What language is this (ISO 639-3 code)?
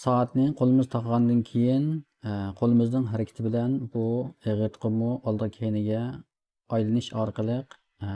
uig